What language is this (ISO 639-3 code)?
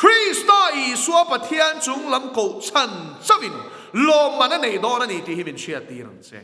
lus